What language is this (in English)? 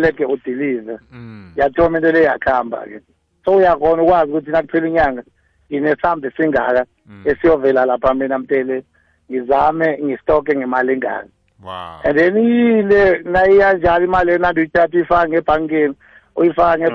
South Ndebele